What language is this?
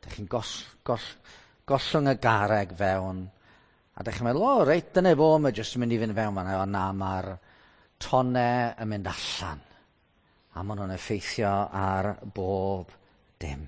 Welsh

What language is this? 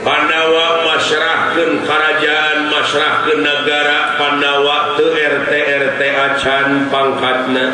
Sundanese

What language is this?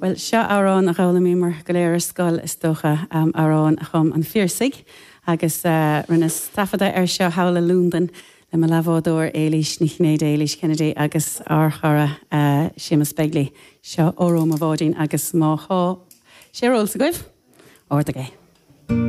Irish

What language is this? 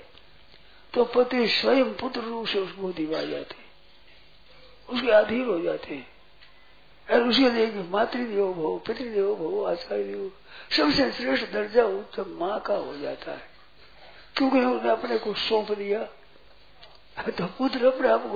Hindi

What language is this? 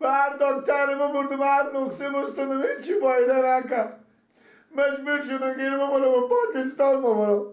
Persian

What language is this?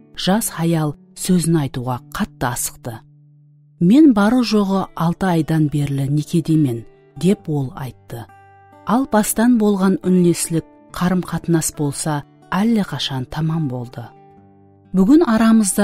Kara-Kalpak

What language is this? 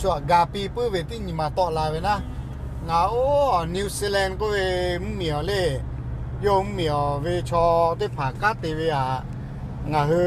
Lahu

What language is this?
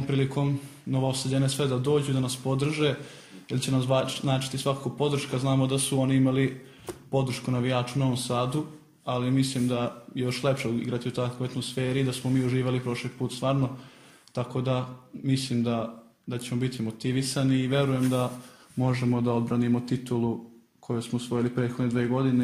Serbian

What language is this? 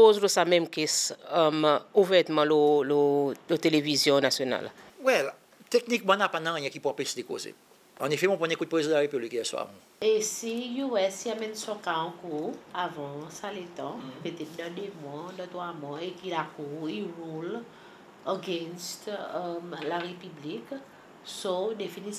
Seselwa Creole French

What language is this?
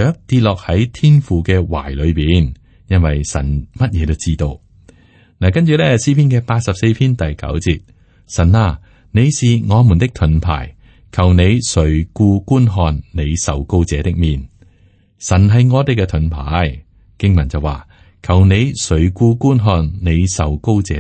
Cantonese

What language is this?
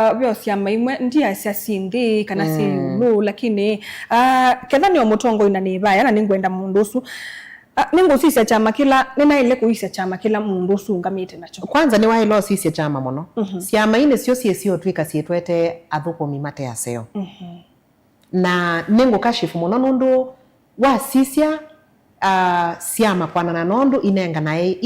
Kamba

